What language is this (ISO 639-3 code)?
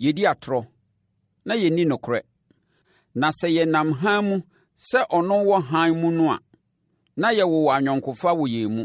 aka